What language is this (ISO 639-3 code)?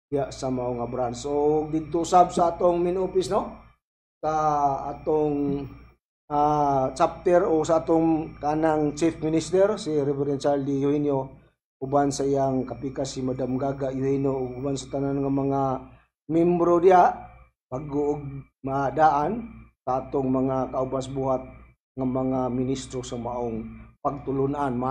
ceb